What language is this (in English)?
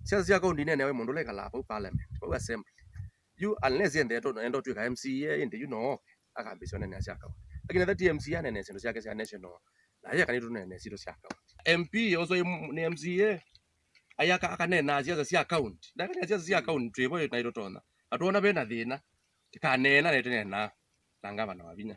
Kamba